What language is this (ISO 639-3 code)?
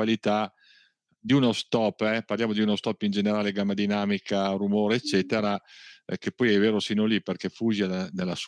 ita